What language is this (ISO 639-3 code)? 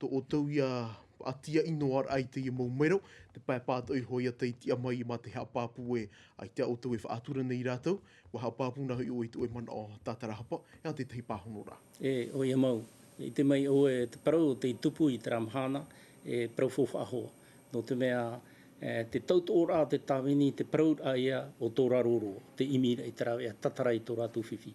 tah